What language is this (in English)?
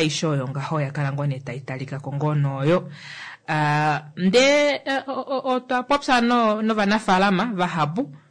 Kuanyama